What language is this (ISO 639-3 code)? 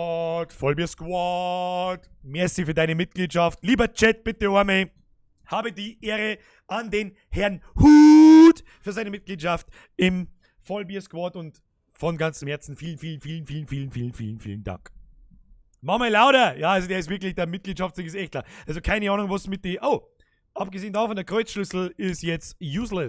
bar